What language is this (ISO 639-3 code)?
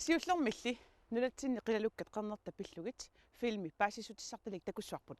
kal